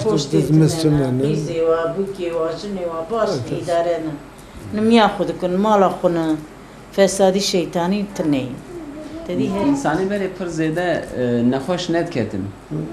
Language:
Kurdish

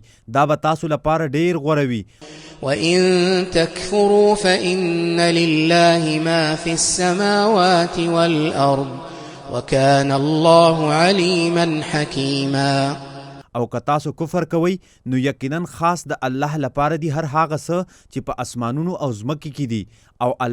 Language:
Pashto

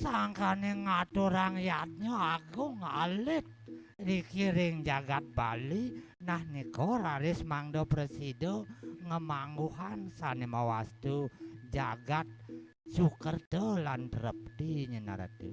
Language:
Balinese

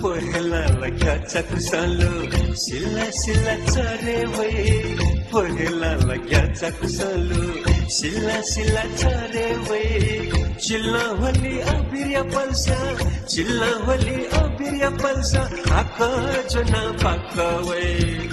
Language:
Newari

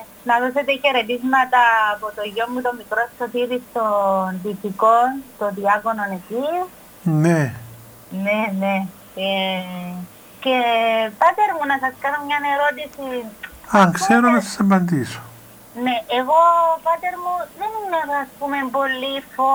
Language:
Greek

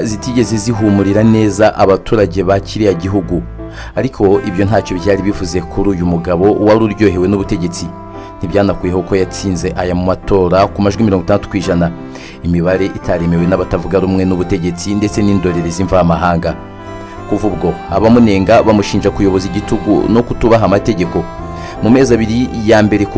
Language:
Kinyarwanda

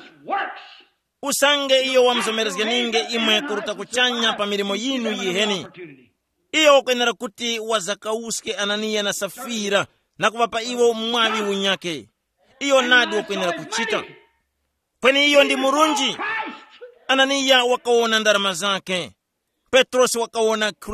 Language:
Tumbuka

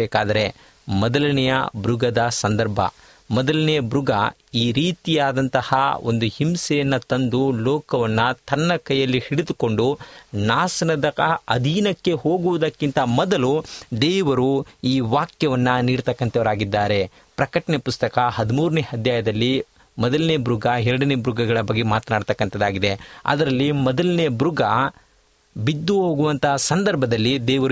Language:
Kannada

